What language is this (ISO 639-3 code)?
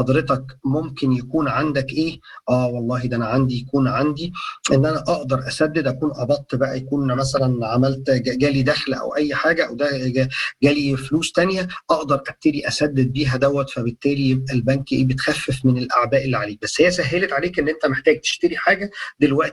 arz